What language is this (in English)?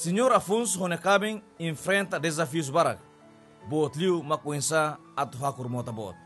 Tetum